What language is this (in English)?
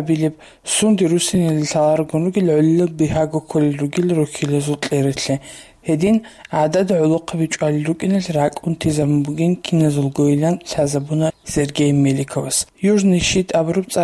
Avaric